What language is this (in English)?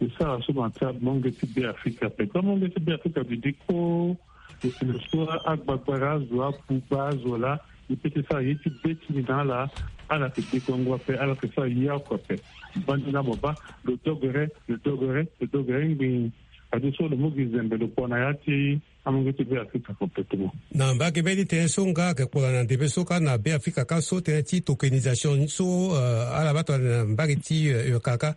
Sango